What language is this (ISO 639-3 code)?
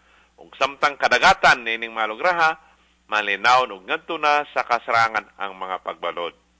ceb